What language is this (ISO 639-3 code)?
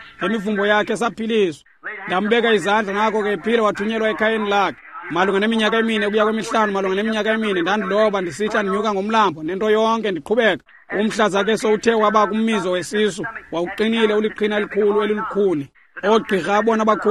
xho